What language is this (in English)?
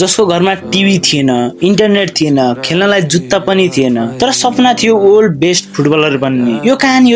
Nepali